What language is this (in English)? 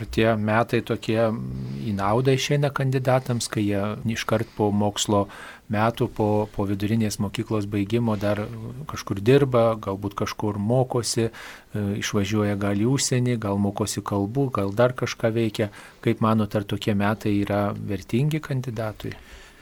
Lithuanian